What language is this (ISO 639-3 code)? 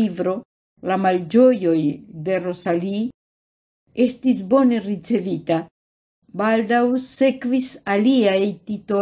epo